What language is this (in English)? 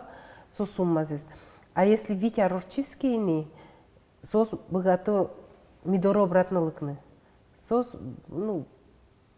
Udmurt